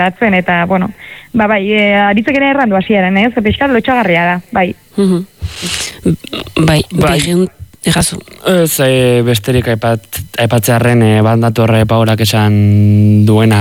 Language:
Basque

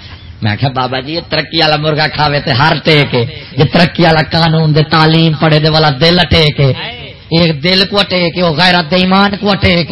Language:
Saraiki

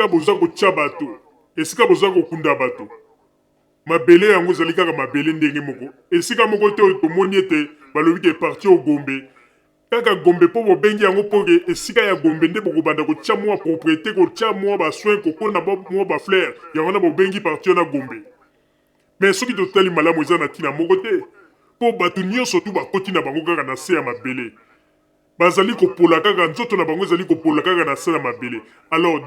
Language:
Lingala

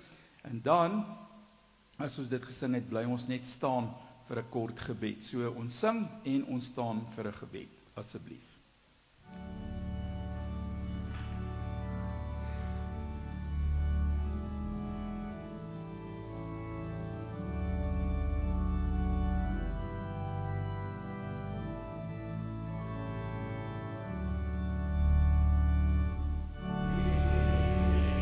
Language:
Afrikaans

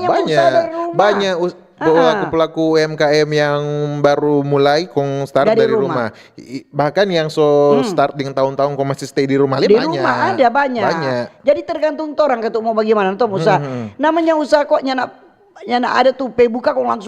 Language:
Manado Malay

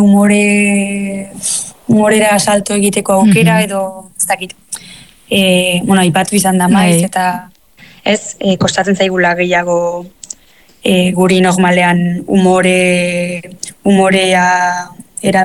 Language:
Basque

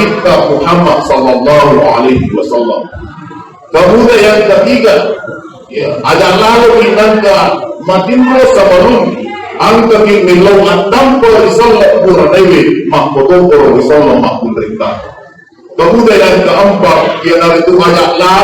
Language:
Buginese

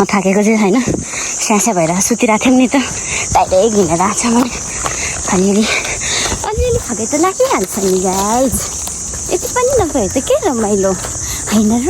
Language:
Nepali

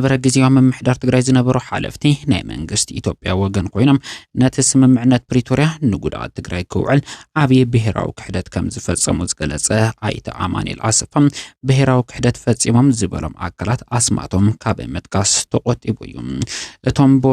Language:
Tigrinya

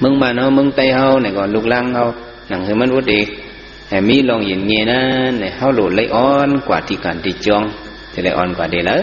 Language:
Shan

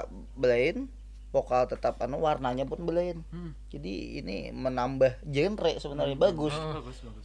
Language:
Banjar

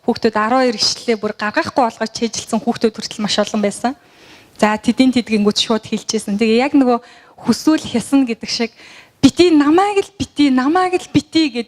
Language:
Mongolian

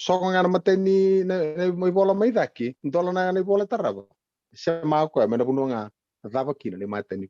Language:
Fijian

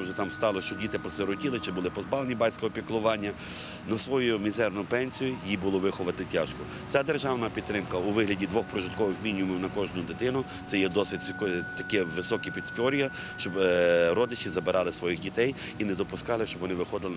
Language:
Ukrainian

